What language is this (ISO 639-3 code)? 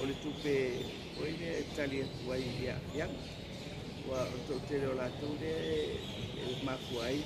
smo